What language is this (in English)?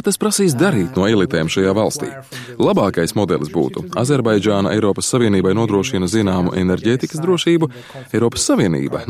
Latvian